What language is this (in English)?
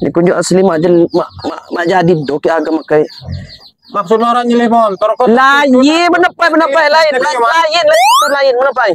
Lampung Api